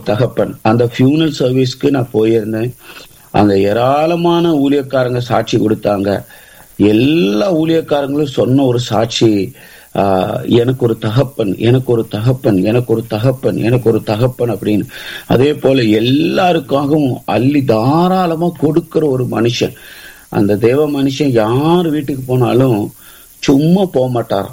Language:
Tamil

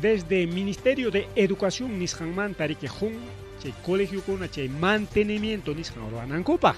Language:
Ayacucho Quechua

